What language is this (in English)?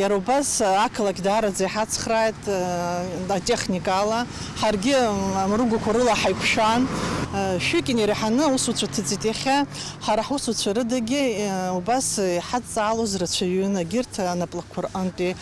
Abkhazian